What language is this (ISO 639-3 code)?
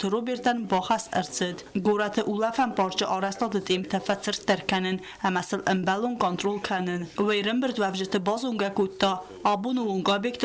oss